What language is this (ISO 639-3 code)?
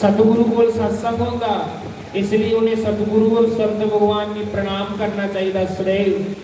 doi